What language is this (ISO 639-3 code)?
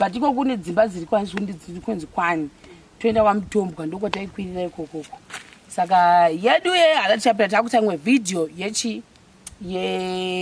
sna